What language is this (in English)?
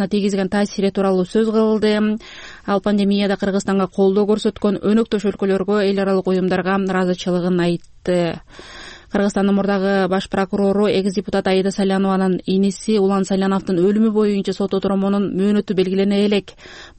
Kyrgyz